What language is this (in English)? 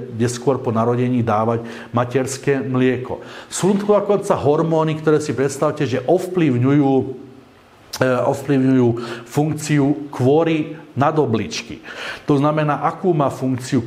Slovak